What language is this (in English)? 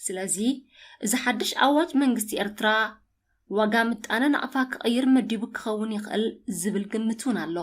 Tigrinya